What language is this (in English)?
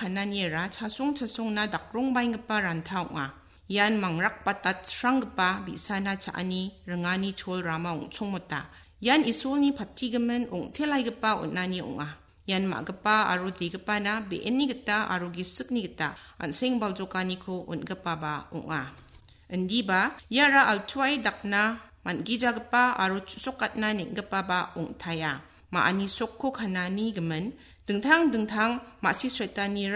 Garo